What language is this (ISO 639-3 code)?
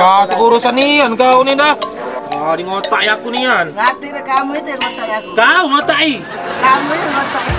mui